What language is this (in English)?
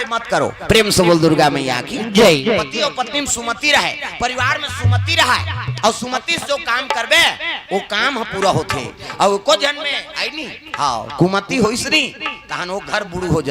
Chhattisgarhi